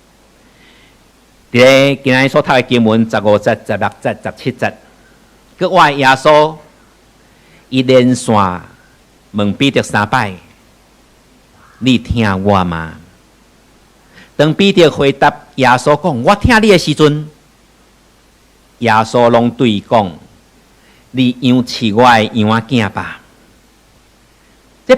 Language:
Min Nan Chinese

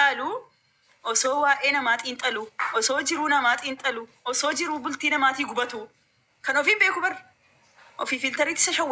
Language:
Oromo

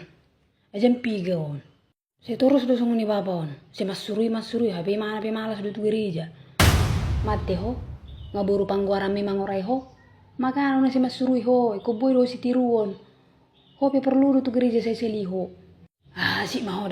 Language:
Batak Toba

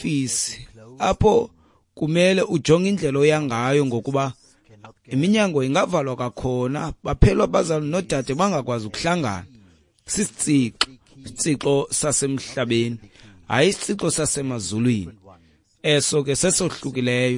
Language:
Xhosa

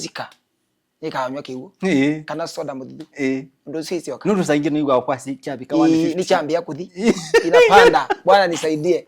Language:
Kamba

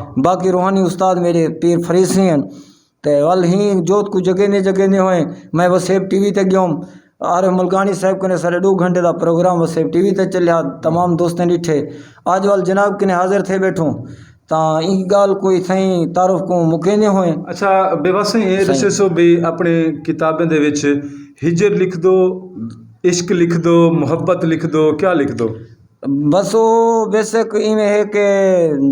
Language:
Saraiki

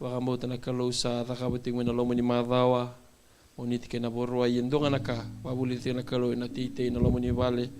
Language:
Fijian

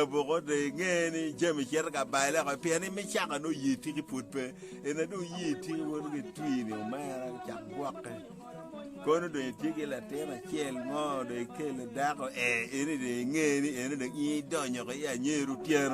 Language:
Acoli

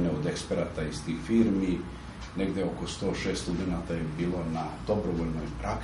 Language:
Serbian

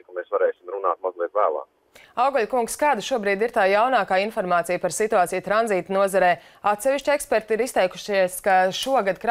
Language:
Latvian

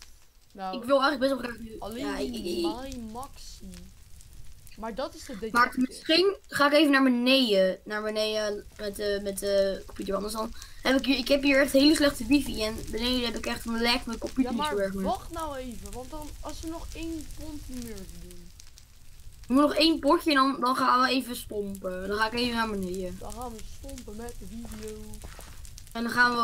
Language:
Dutch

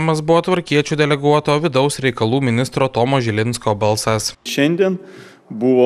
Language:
Lithuanian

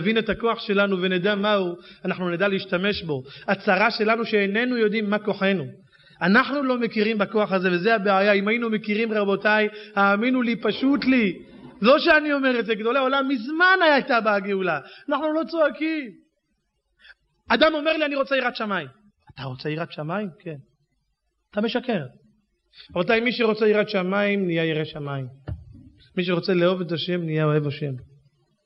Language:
Hebrew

